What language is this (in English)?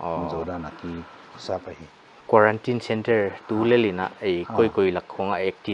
Paite Chin